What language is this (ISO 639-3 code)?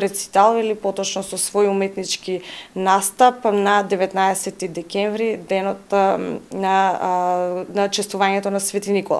mkd